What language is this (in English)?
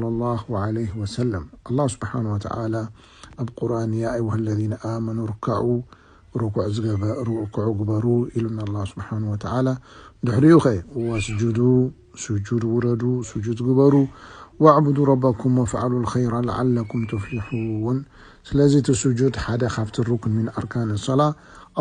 Tigrinya